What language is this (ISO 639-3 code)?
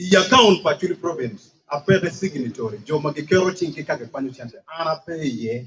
ach